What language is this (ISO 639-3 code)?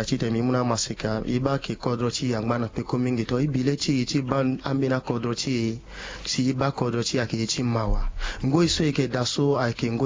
sag